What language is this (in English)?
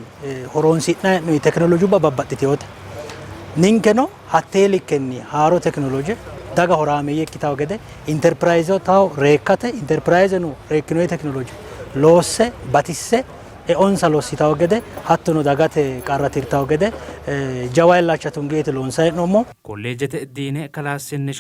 Sidamo